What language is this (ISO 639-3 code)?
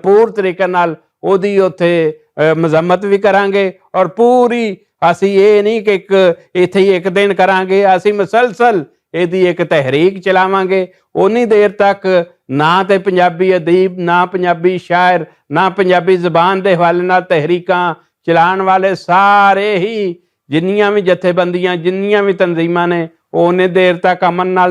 lah